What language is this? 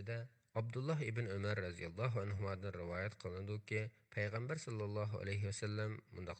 Uyghur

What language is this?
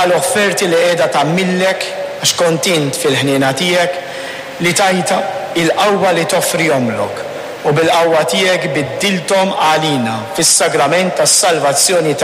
Maltese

